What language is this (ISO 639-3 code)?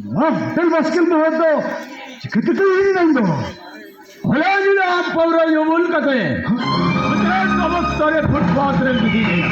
sat